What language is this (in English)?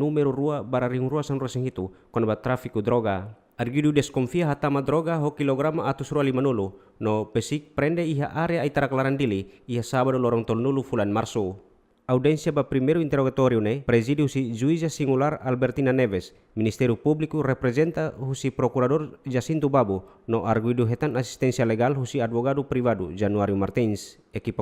Tetum